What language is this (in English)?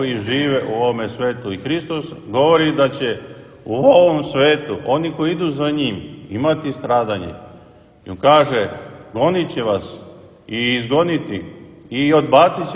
Serbian